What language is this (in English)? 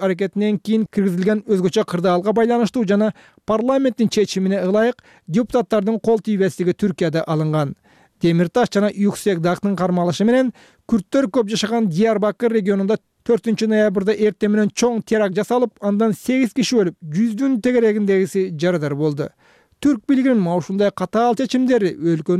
Kyrgyz